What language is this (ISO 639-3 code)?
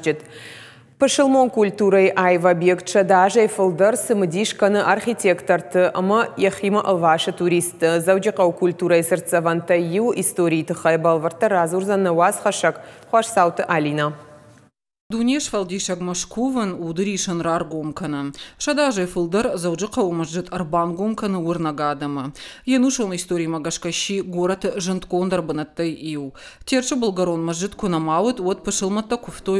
oss